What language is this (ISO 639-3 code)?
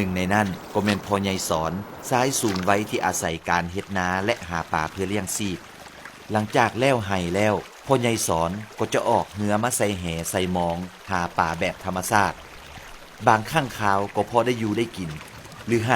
lao